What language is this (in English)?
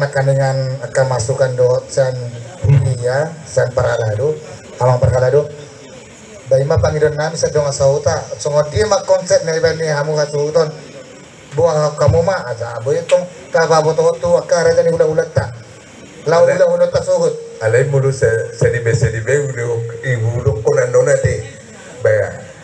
Batak Toba